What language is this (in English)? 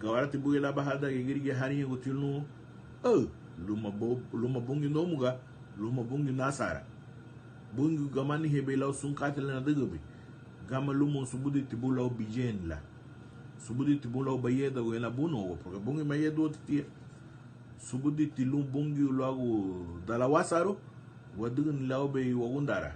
Garifuna